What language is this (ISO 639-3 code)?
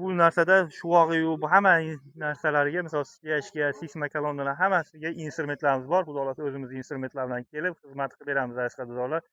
uzb